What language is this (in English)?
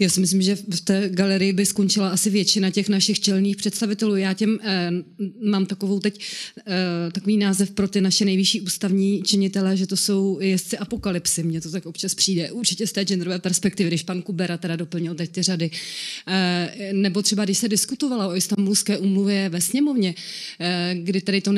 Czech